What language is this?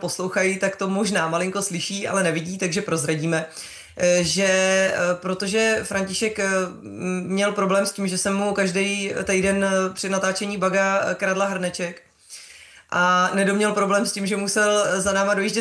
Czech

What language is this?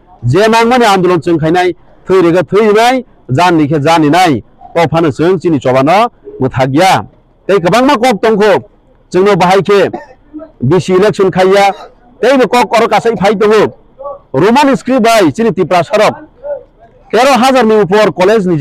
Kok Borok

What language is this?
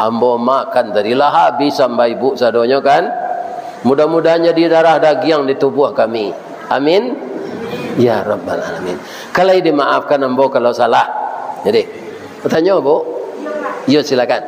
Minangkabau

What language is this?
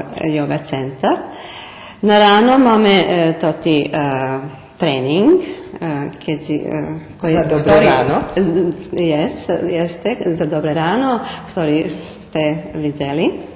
Rusyn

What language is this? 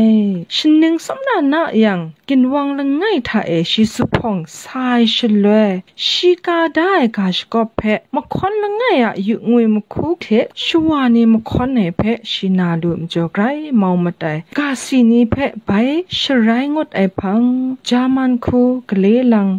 Kachin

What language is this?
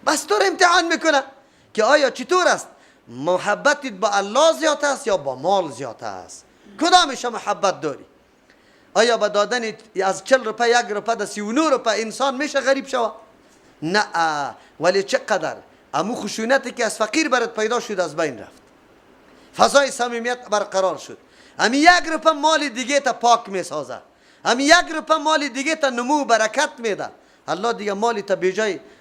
Persian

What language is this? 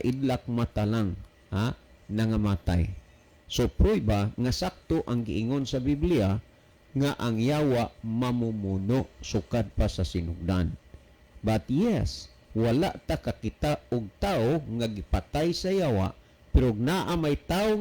Cebuano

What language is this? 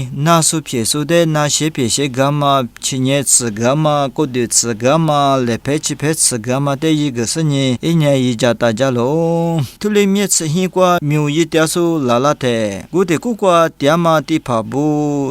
Lisu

